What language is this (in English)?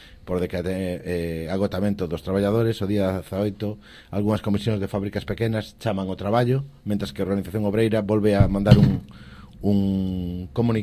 Galician